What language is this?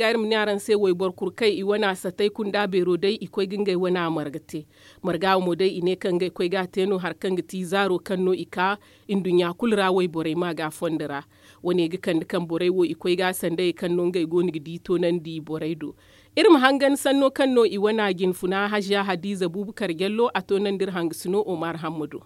Zarma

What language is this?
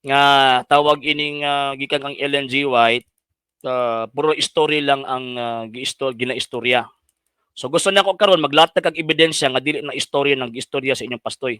Cebuano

